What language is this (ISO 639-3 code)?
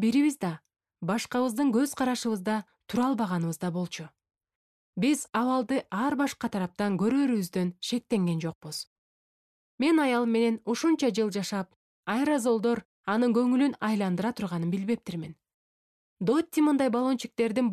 kir